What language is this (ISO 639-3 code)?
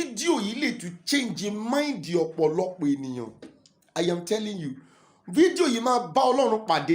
yor